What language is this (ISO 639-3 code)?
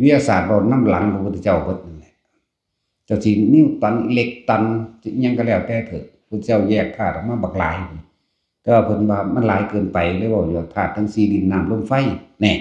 tts